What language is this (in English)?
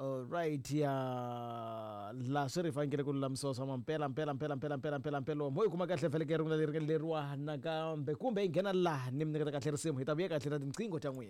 Tsonga